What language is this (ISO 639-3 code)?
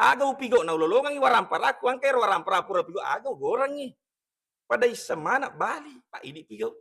bug